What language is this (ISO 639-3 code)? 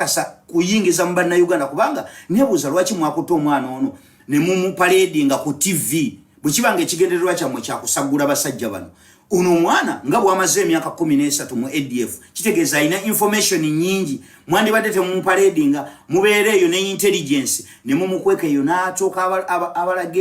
lug